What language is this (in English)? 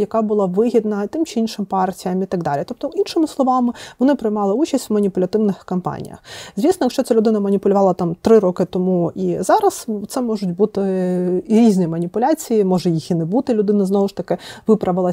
Ukrainian